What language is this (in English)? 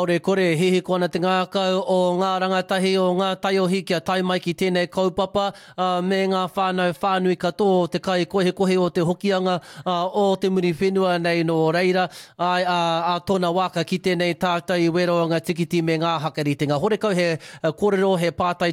Māori